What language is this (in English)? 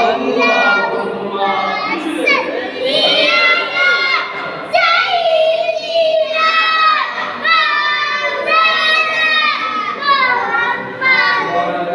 Sylheti